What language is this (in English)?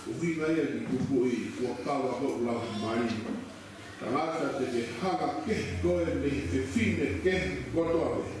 Tongan